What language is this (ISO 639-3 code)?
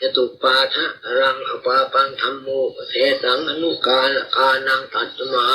pli